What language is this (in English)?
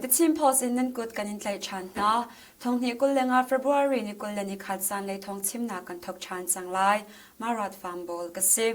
Hakha Chin